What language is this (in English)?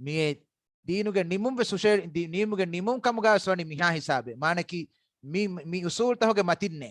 Divehi